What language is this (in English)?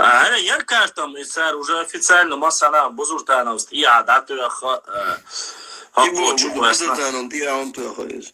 Chechen